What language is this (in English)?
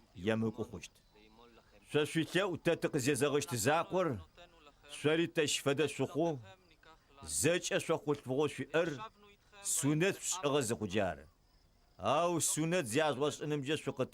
Adyghe